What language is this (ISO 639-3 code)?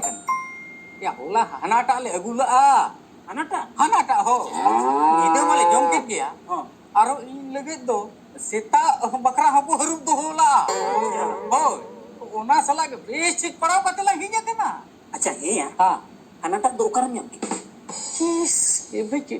sat